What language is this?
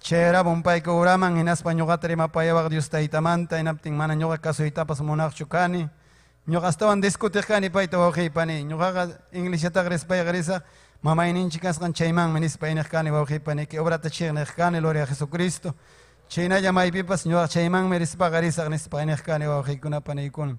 Ayacucho Quechua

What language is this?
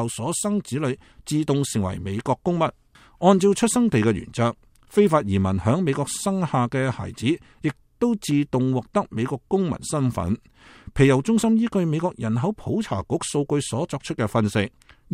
Cantonese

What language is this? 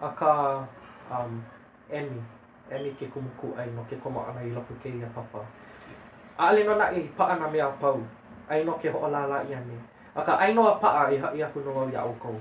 Hawaiian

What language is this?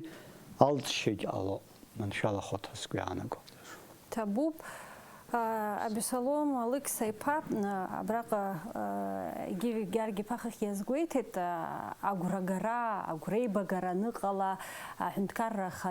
Abkhazian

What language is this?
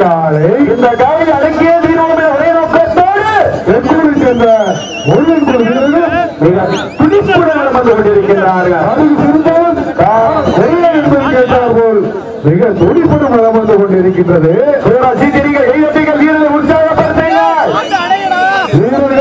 Tamil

